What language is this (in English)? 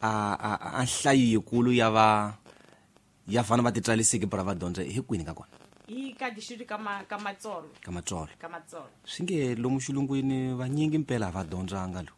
Tsonga